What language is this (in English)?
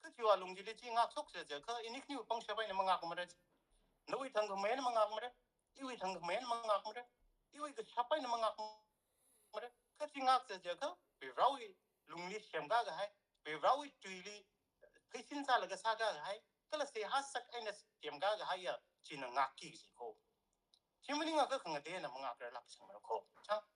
Tangkhul Naga (India)